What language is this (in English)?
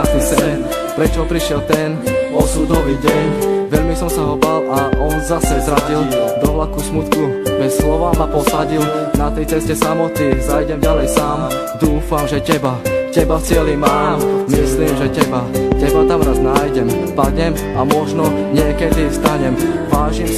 Slovak